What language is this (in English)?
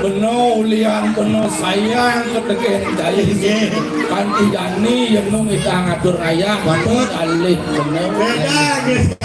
Balinese